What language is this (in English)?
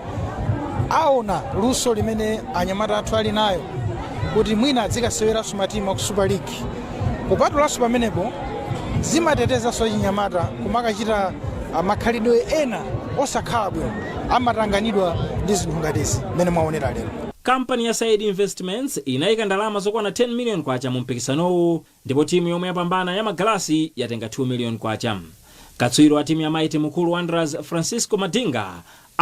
Nyanja